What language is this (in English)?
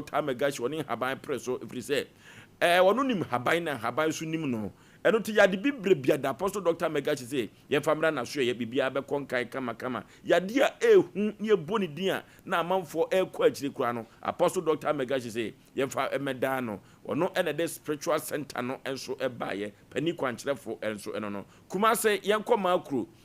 Akan